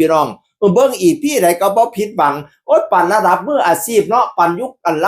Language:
Northeastern Thai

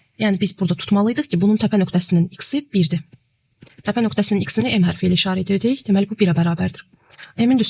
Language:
Azerbaijani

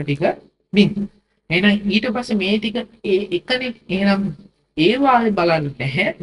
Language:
Sinhala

